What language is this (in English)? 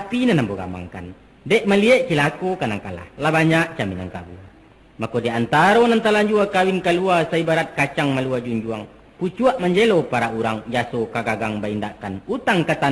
Minangkabau